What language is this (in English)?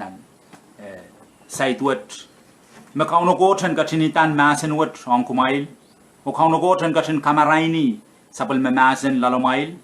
Pohnpeian